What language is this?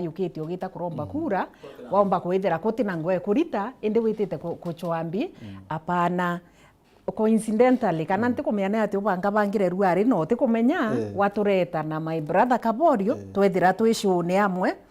Meru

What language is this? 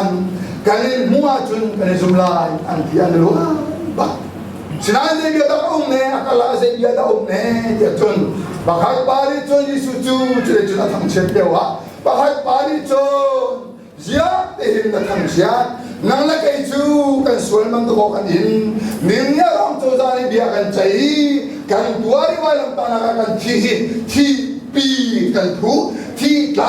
Hakha Chin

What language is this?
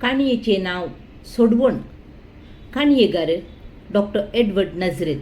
Konkani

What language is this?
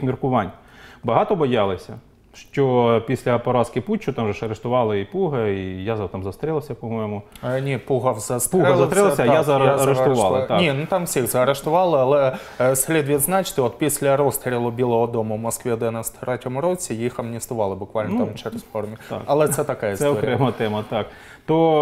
Ukrainian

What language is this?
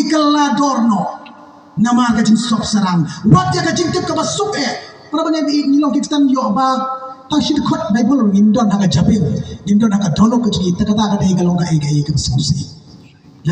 Khasi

